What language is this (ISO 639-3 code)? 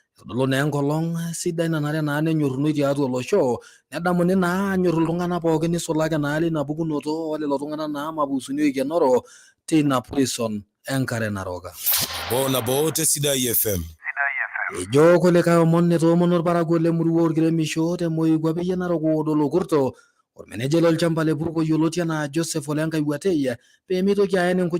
mas